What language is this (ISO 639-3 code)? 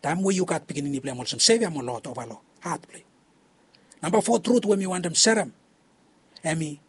bis